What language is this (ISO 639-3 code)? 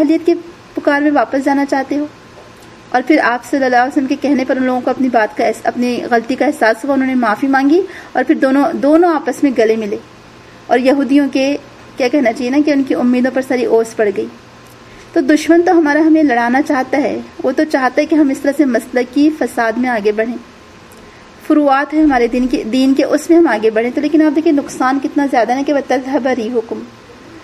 urd